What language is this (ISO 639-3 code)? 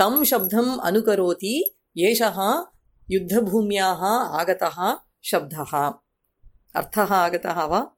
san